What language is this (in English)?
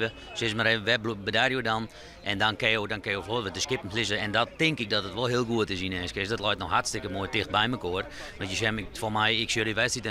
Western Frisian